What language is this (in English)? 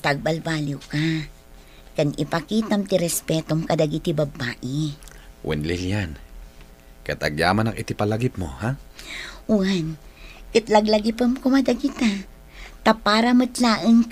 Iloko